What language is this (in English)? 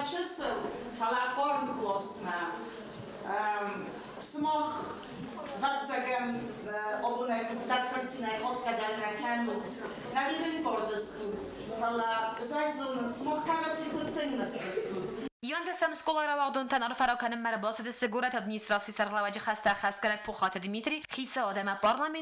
Ossetic